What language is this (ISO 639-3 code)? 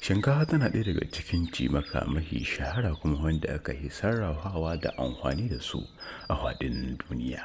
hau